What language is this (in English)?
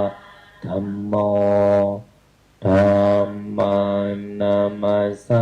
Pali